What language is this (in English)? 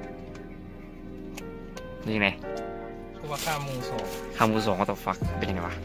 Lao